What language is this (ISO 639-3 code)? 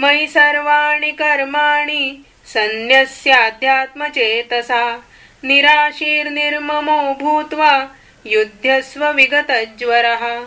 san